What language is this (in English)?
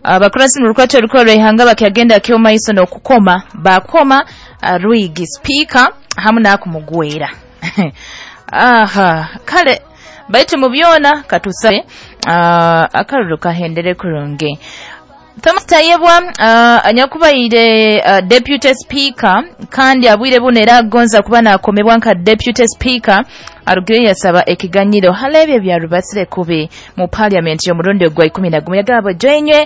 Nyoro